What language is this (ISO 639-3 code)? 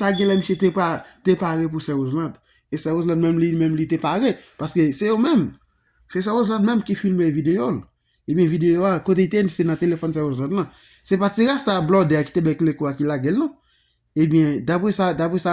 hat